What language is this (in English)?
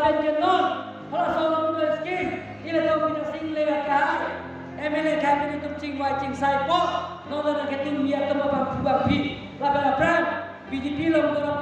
Karbi